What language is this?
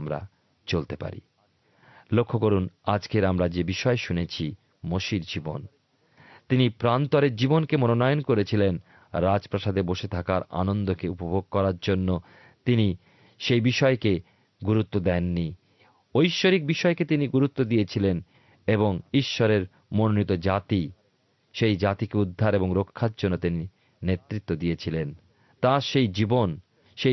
Bangla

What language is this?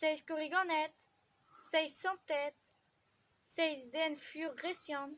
Breton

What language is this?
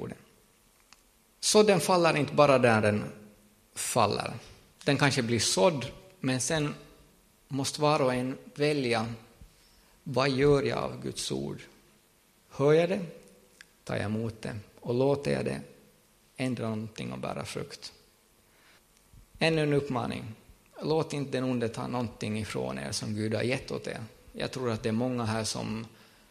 Swedish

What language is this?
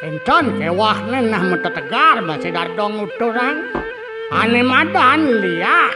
Balinese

